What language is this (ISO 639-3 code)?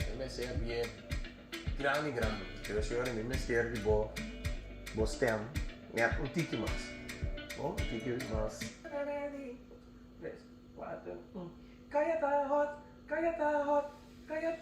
pap